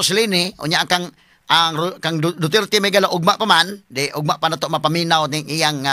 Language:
Cebuano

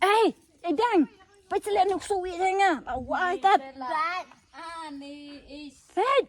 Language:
Khasi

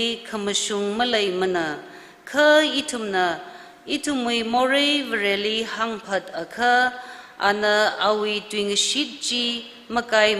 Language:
Tangkhul Naga (India)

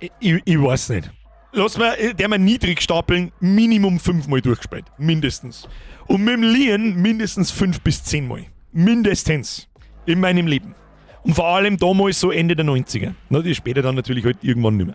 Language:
Bavarian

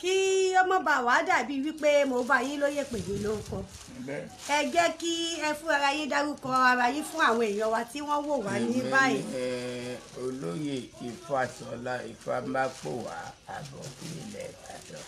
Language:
Yoruba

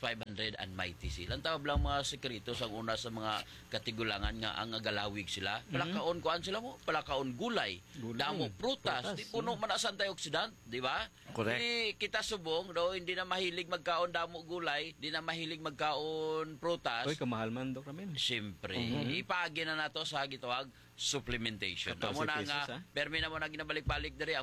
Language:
Hiligaynon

